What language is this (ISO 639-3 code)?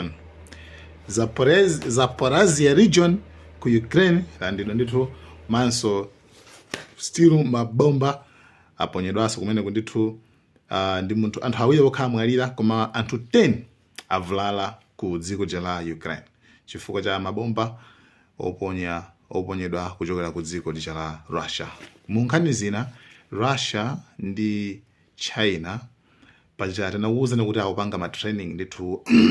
nya